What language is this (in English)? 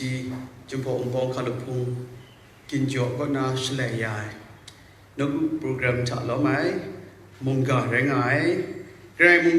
Kachin